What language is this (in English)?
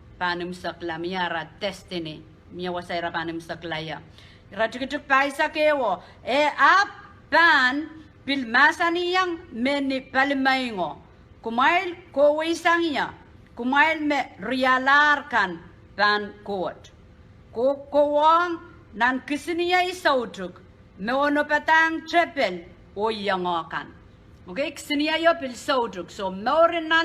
Pohnpeian